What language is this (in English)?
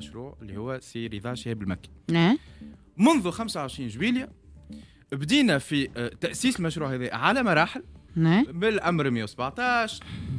Tunisian Arabic